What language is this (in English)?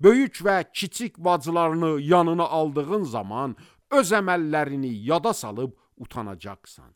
Azerbaijani